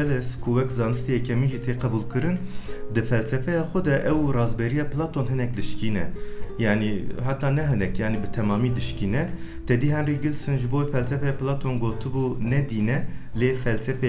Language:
Kurdish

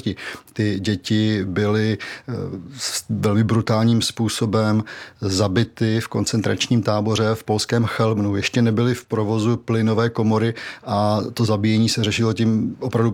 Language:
Czech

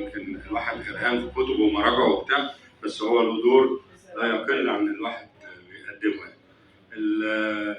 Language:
Egyptian Arabic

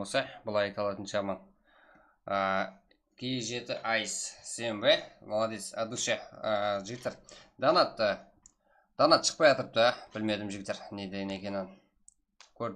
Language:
Kara-Kalpak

